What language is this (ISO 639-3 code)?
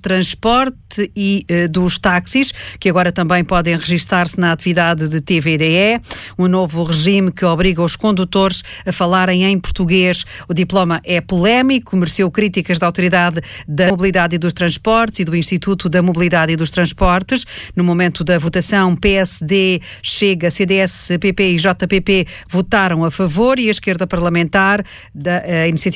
por